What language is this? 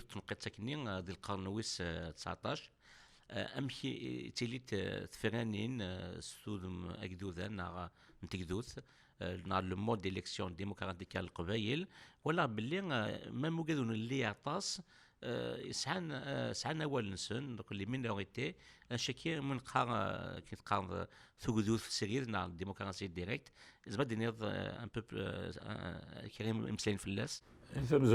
Kabyle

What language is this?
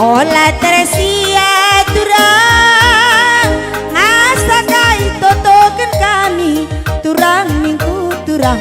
Batak Karo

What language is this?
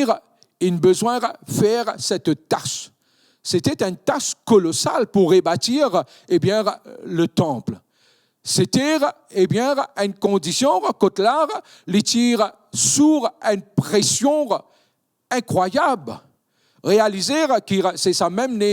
Morisyen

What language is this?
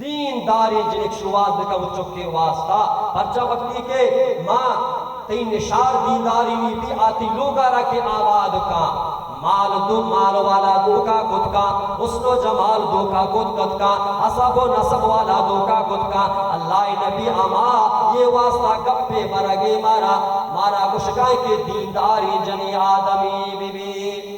Baluchi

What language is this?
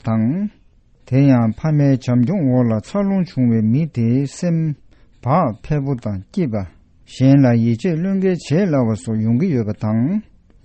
Tibetan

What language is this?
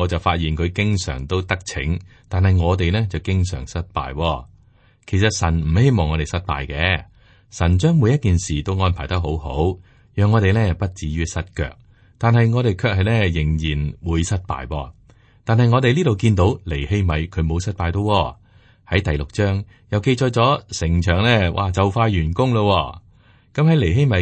Cantonese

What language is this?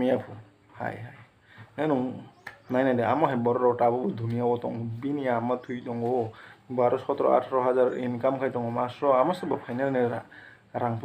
Kok Borok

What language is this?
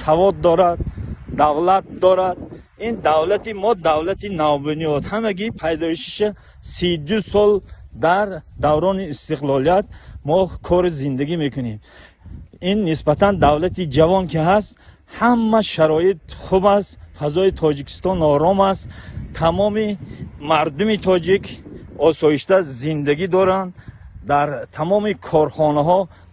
Tajik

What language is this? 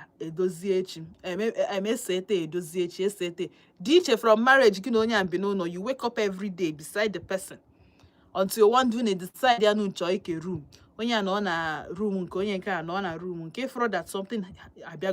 Igbo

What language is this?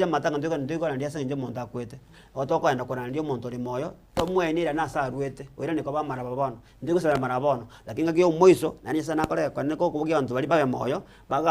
Gusii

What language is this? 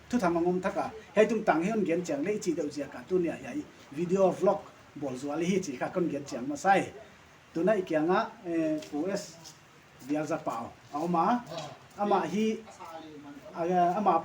Paite Chin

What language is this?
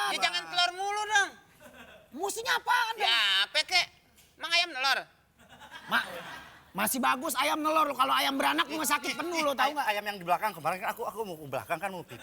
Betawi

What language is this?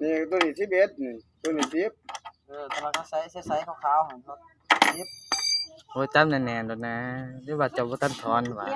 Lao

